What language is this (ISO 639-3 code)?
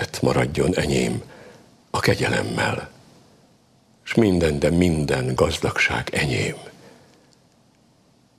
hun